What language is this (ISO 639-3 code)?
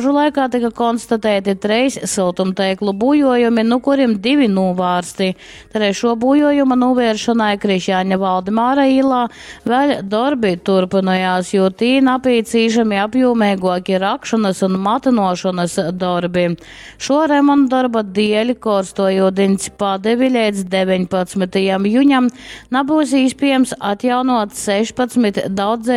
ltg